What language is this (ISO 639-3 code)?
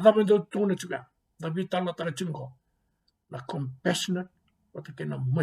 fij